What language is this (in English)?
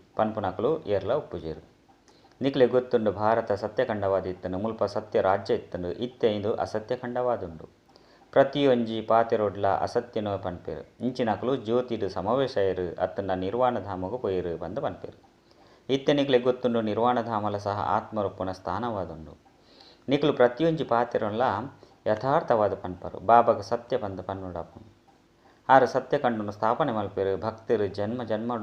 Tulu